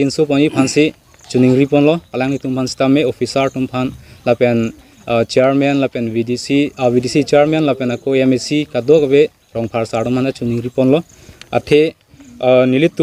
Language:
Karbi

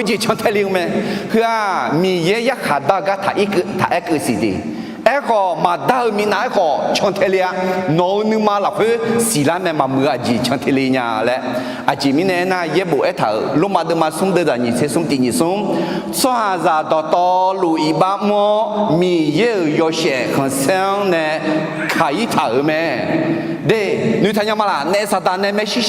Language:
Akha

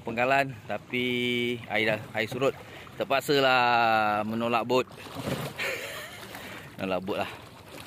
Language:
Malay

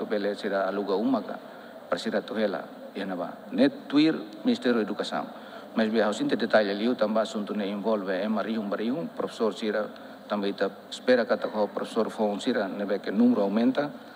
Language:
Tetum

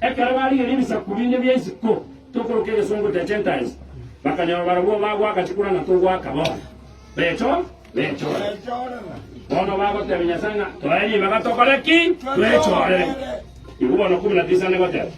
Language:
Gusii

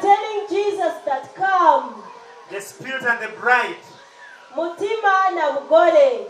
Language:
Nyankole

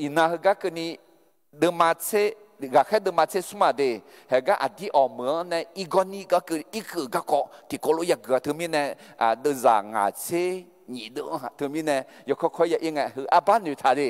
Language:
Akha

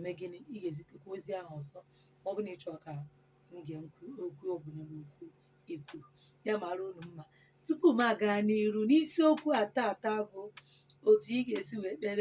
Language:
Igbo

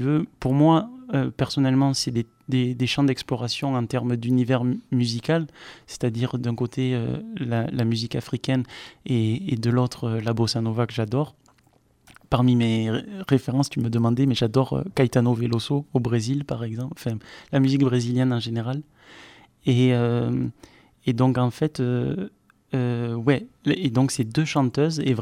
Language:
French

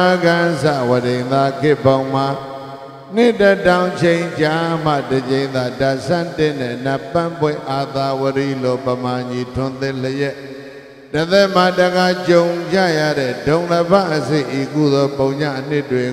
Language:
Burmese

